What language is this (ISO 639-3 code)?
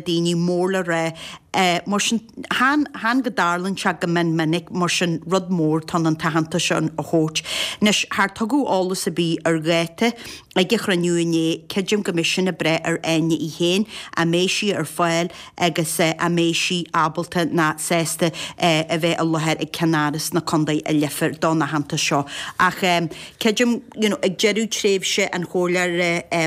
gle